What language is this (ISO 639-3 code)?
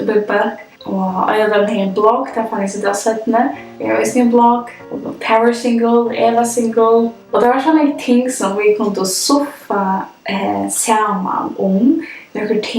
fao